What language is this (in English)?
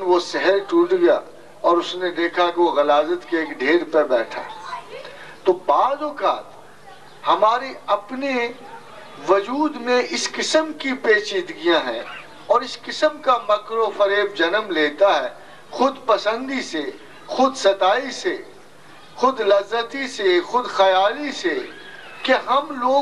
Urdu